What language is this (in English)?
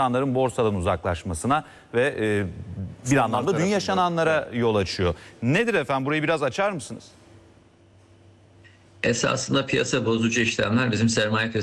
Turkish